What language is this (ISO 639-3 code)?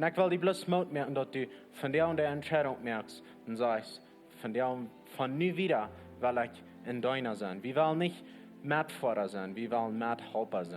pdt